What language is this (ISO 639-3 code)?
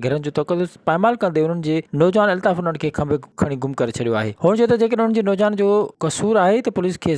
snd